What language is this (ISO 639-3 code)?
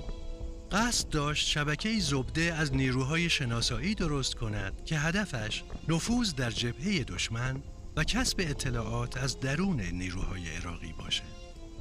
fas